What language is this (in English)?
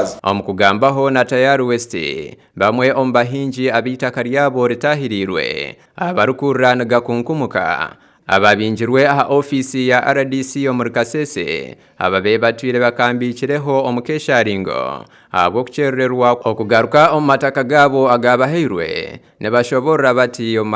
Nyankole